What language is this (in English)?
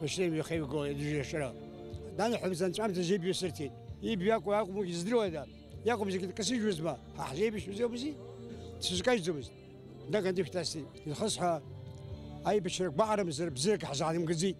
Abkhazian